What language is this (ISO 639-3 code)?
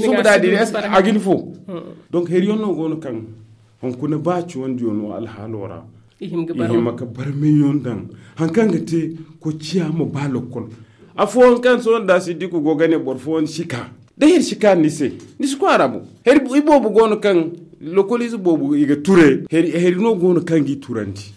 dje